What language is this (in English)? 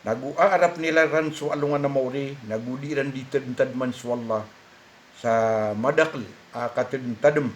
Maranao